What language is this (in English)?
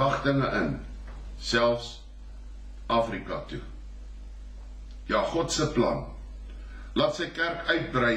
Afrikaans